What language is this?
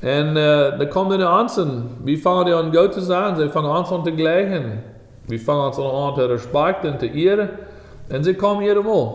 Plautdietsch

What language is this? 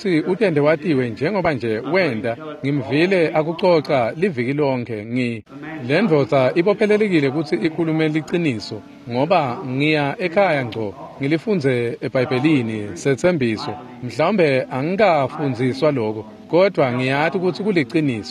Swati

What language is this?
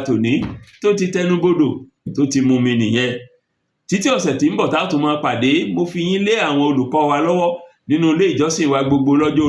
Yoruba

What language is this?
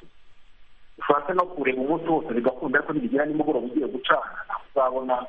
Kinyarwanda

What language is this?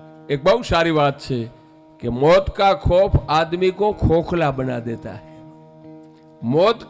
Gujarati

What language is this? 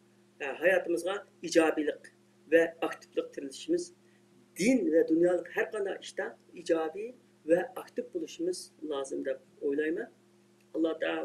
Uyghur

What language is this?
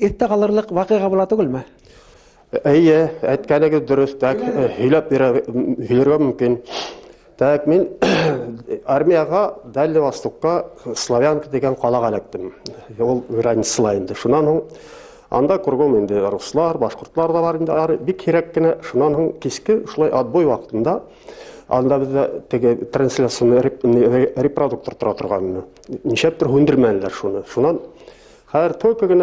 Bashkir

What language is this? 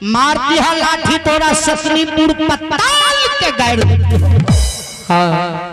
Maithili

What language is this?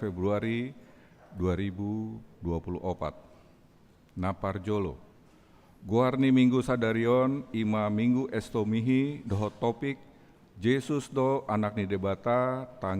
Batak Toba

